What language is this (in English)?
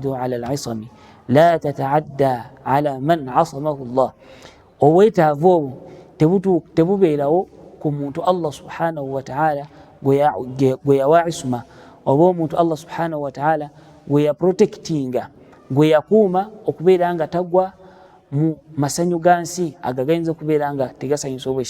Ganda